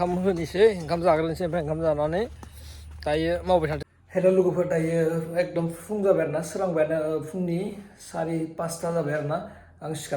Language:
Bodo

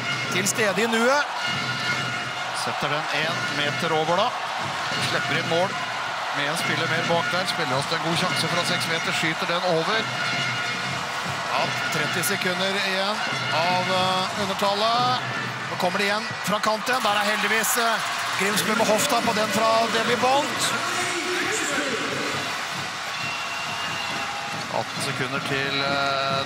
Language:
Norwegian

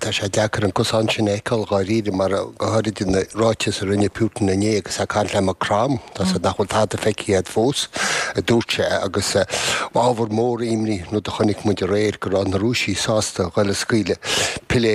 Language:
Irish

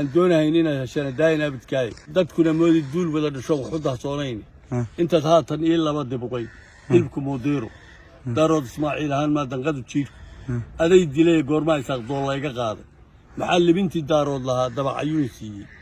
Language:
Somali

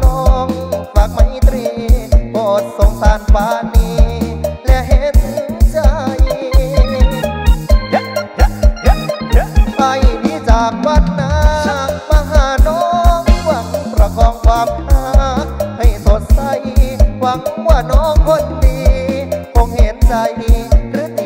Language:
Thai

